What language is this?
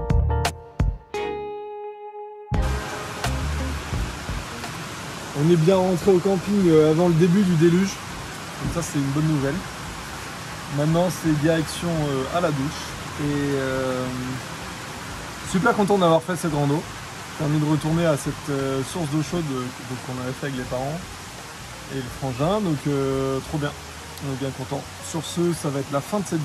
French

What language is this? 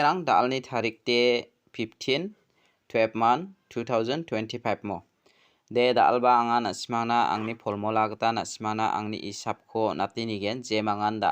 Garo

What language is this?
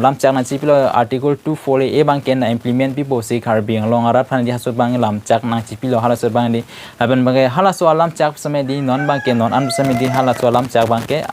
Karbi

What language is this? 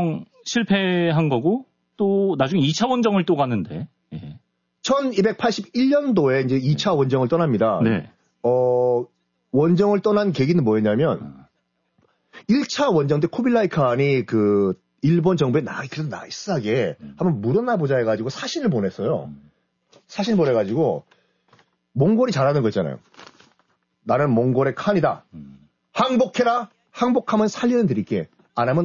Korean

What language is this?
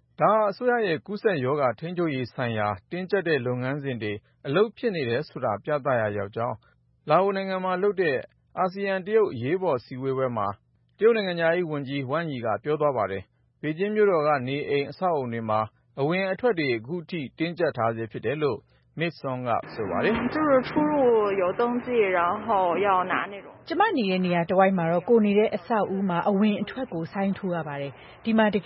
Burmese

